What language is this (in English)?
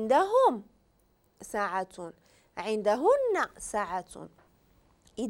Moroccan Arabic